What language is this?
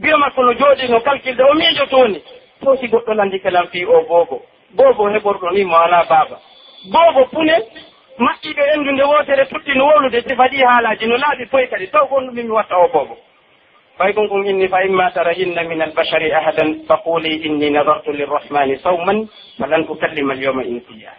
Pular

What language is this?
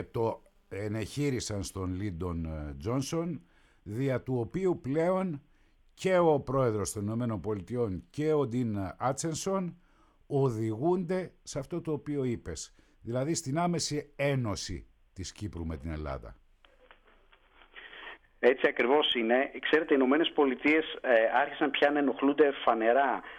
Greek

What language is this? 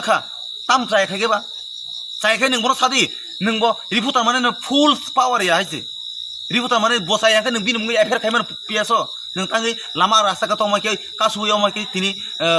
Kok Borok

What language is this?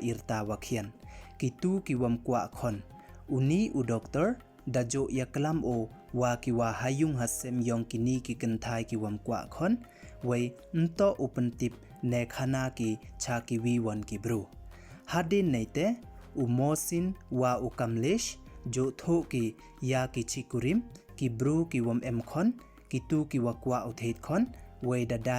Pnar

